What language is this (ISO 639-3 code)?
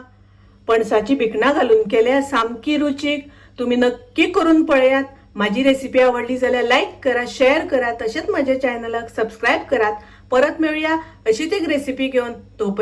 kok